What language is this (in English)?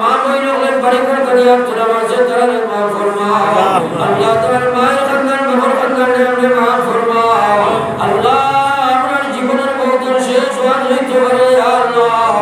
Sylheti